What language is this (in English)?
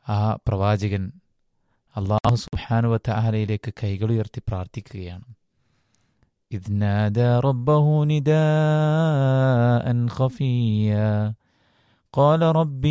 Malayalam